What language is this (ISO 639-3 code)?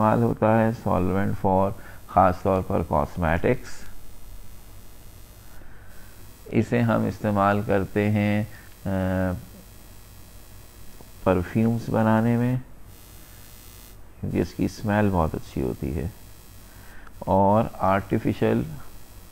hin